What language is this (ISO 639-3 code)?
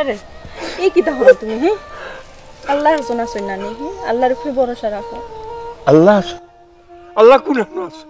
syl